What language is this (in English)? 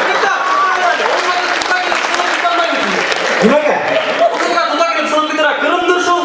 Bashkir